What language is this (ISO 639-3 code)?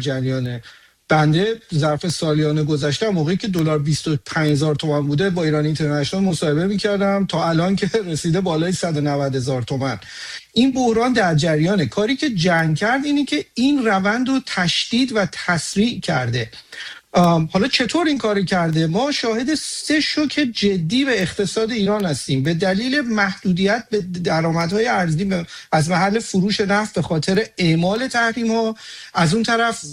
fas